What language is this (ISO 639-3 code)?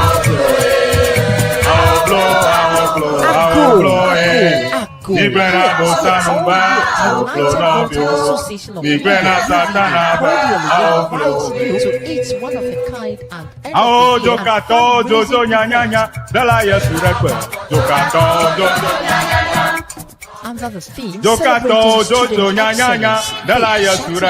ewe